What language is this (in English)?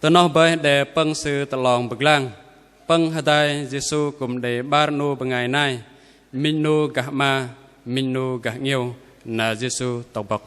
Bahnar